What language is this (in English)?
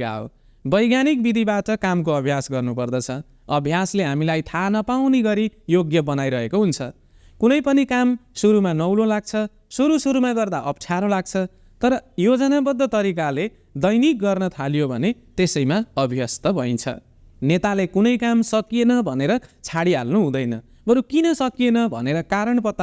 Nepali